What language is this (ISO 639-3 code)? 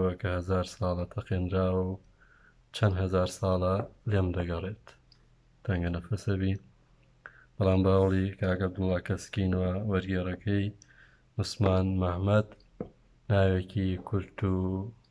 ckb